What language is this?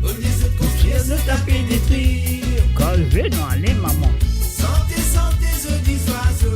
Morisyen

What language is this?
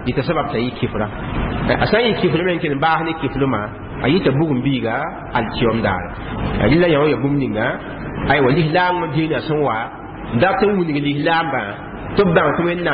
Mossi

